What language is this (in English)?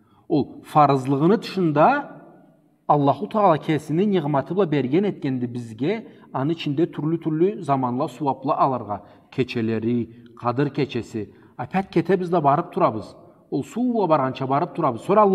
Karachay-Balkar